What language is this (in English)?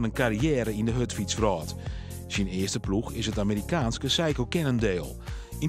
Western Frisian